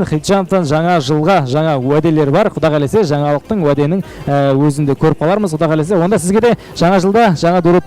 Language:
Kara-Kalpak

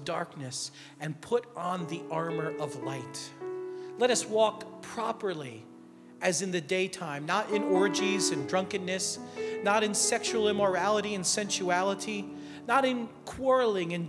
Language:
English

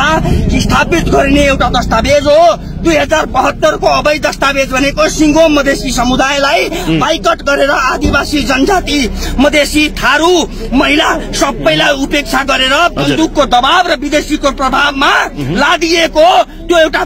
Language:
Nepali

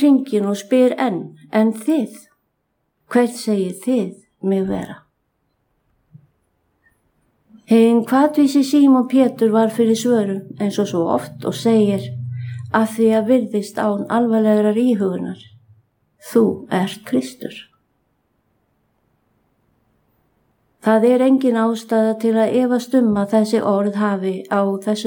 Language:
Icelandic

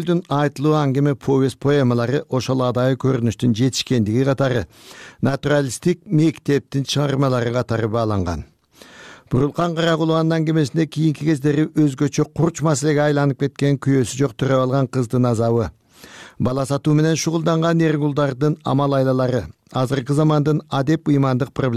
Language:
Kyrgyz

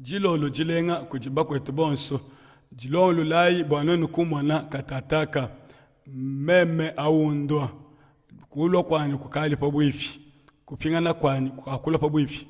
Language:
Luba-Lulua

